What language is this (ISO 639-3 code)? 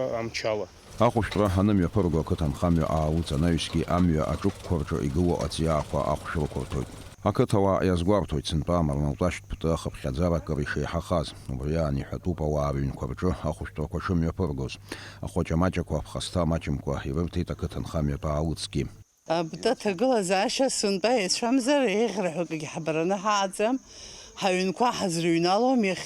abk